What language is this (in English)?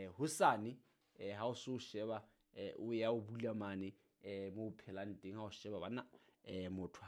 Southern Sotho